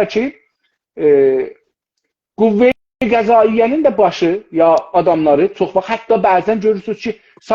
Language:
South Azerbaijani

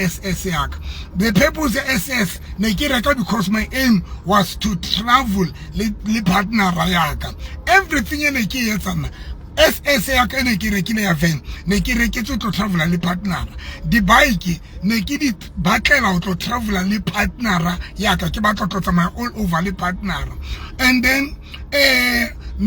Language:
Southern Sotho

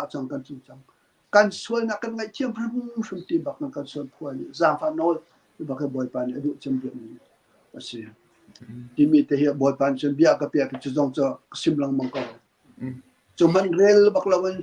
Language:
Hakha Chin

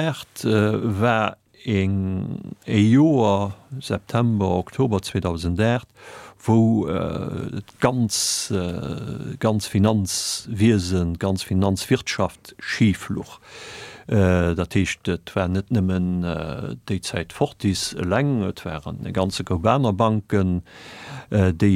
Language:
Luxembourgish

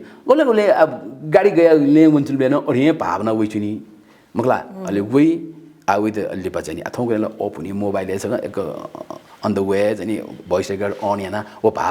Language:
Newari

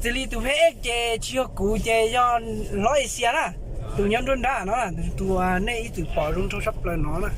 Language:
Hmong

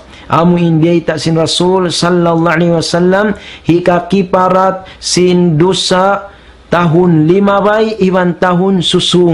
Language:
Tausug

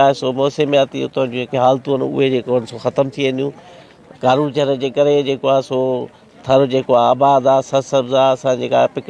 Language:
Sindhi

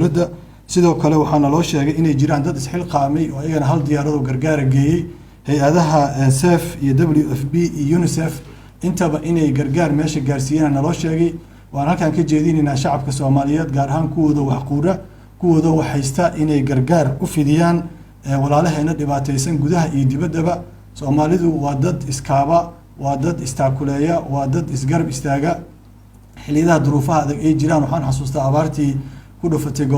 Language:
Somali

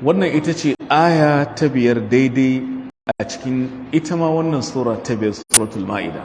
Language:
Hausa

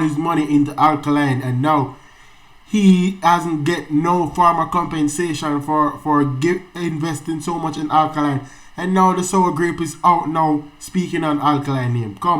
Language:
Jamaican Creole English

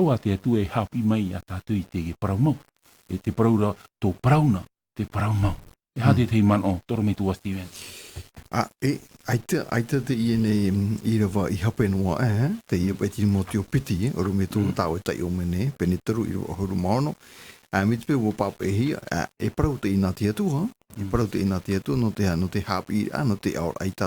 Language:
Tahitian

